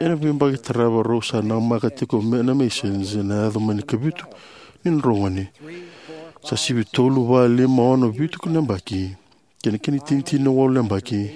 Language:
Fijian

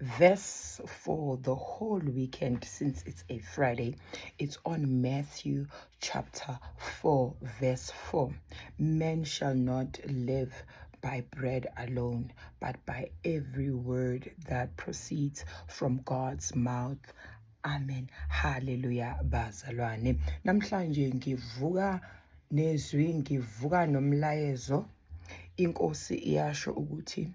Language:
Zulu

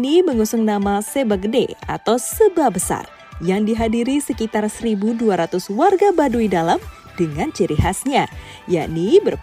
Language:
Indonesian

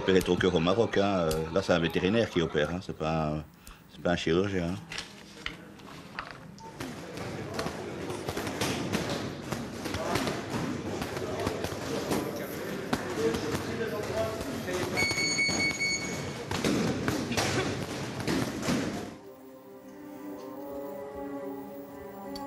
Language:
French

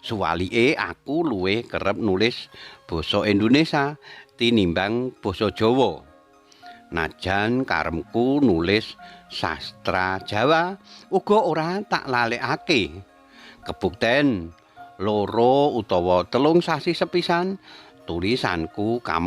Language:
Javanese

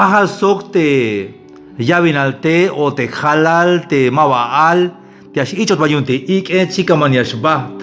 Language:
Tzeltal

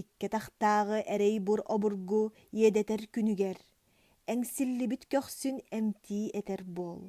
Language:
Yakut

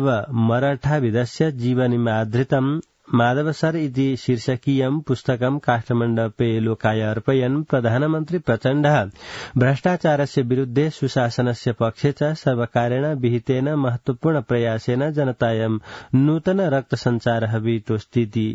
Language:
Sanskrit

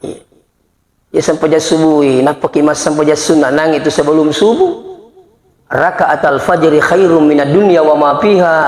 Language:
Buginese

